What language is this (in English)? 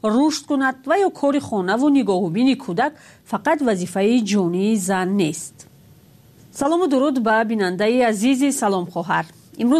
Tajik